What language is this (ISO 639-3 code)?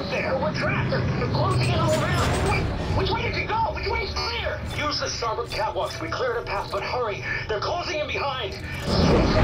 eng